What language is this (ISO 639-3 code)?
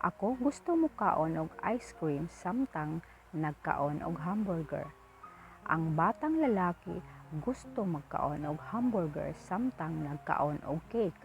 ceb